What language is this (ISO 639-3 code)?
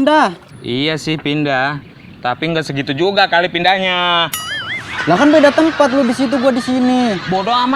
bew